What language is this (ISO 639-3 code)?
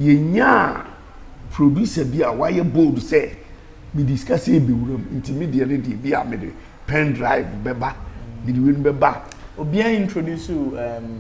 aka